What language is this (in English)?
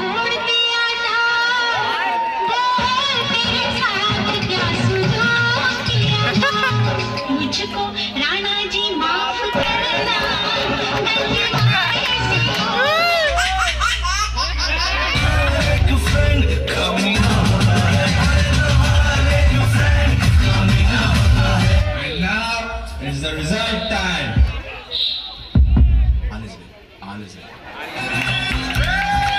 Hindi